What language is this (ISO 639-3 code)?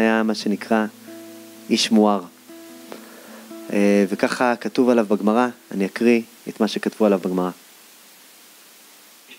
heb